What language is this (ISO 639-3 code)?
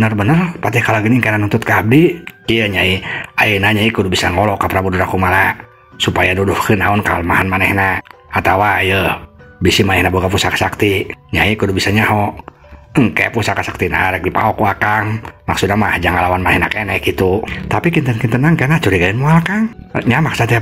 sun